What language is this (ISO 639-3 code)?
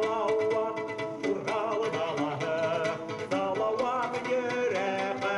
bak